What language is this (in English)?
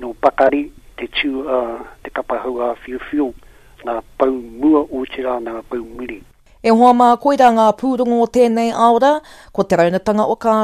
Māori